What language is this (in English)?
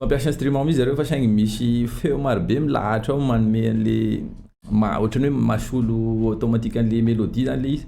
Malagasy